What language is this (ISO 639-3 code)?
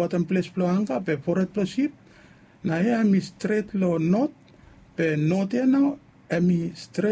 bis